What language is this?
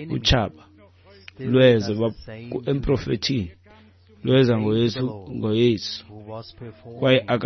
Xhosa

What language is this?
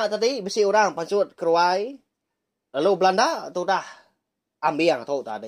Iban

